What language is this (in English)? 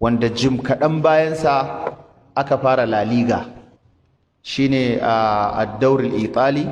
Hausa